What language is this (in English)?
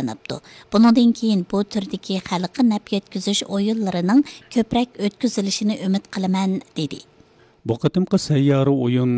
Uyghur